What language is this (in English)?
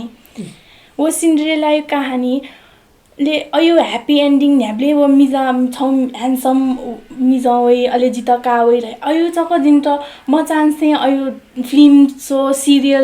Newari